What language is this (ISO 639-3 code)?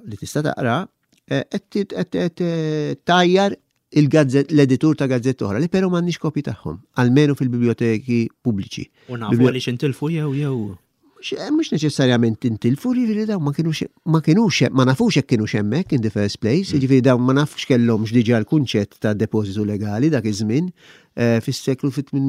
mlt